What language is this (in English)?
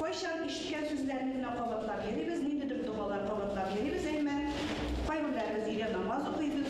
Tatar